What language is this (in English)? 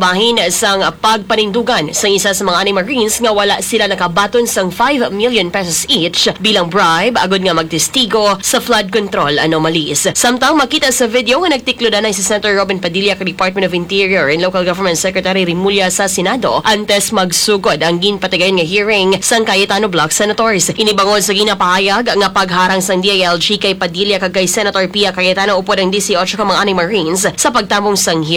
Hiligaynon